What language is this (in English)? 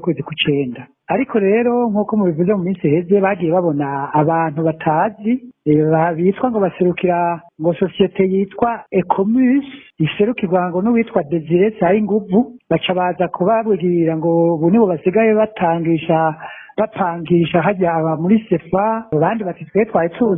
Rundi